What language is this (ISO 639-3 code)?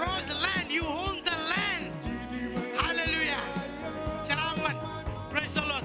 mah